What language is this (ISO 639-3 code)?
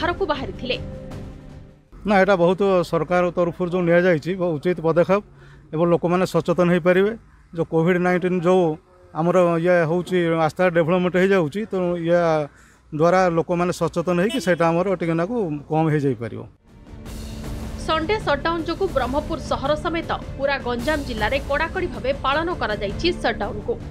ori